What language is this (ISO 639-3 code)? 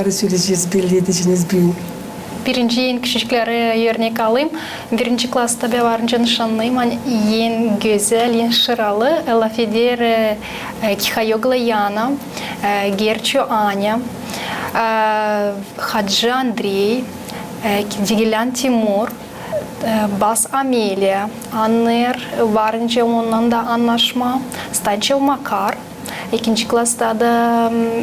gag